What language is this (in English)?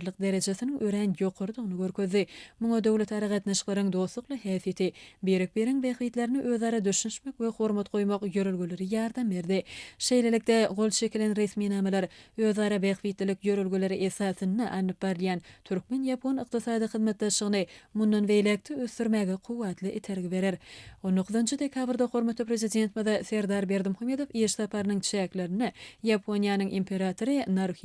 Turkmen